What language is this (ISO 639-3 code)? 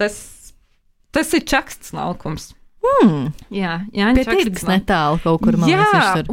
lav